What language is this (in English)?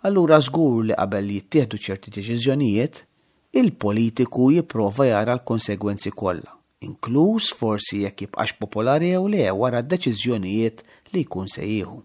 Maltese